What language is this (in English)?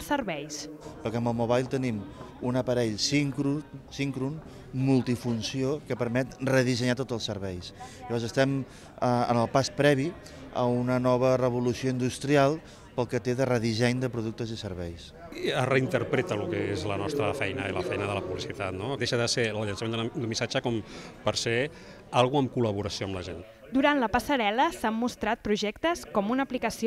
Catalan